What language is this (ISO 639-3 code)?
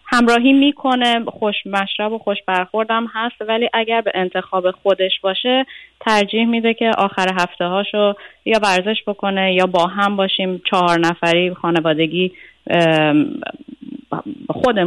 fas